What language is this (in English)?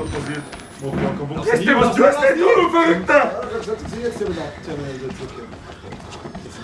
Bavarian